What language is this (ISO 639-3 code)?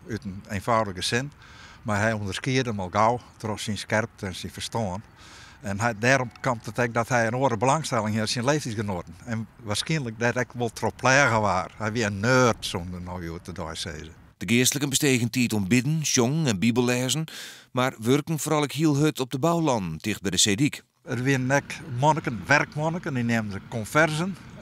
fry